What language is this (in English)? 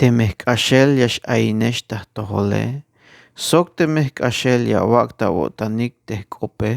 Tzeltal